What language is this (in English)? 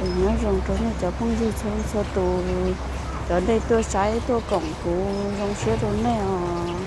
Hmong